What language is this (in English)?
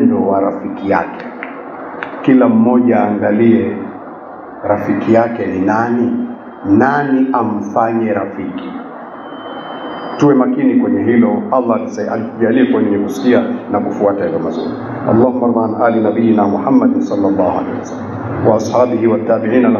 Swahili